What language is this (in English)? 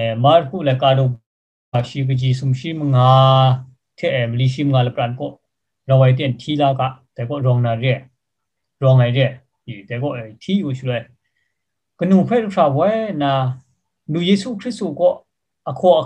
Kachin